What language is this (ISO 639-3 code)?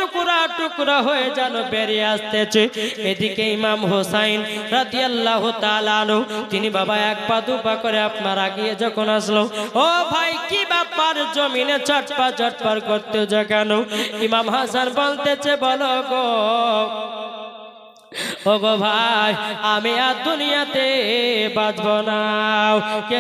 ben